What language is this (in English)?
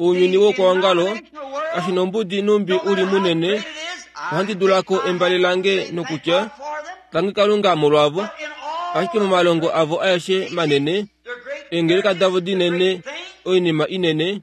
Kuanyama